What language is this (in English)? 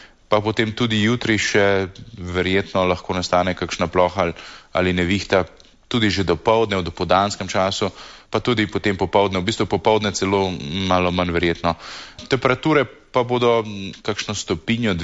Slovenian